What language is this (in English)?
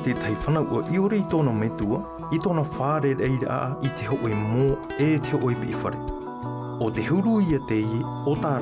Tahitian